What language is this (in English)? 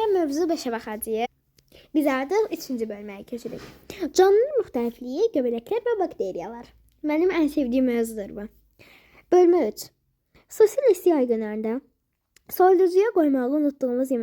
Azerbaijani